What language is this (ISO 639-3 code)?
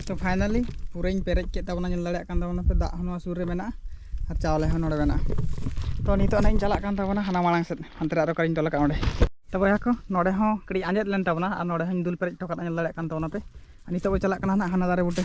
sat